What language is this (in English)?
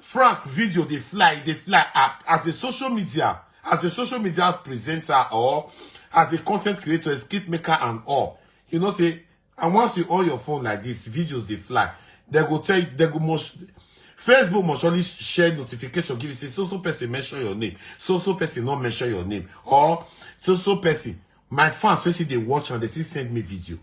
Nigerian Pidgin